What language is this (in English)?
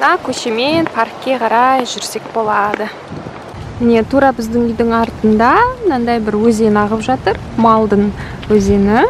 Kazakh